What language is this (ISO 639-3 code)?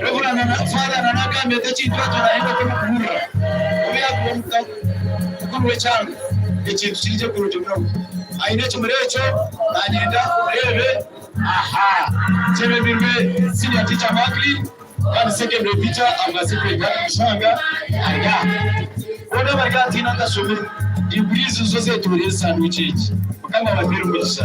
nyn